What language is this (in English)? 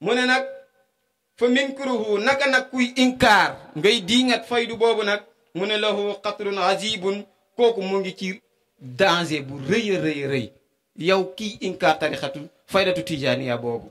Wolof